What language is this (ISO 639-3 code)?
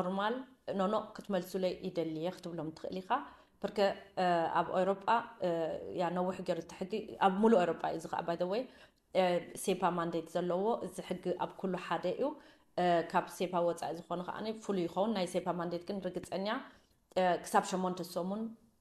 tir